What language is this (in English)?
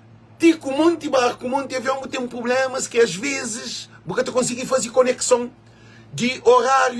Kabuverdianu